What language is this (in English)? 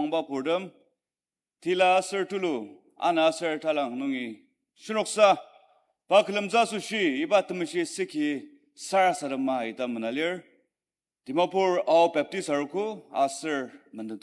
Ao Naga